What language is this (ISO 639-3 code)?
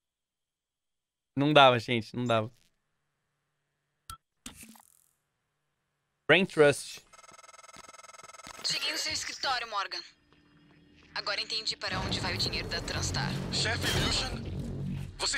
por